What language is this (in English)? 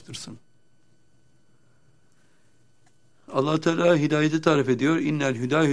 Turkish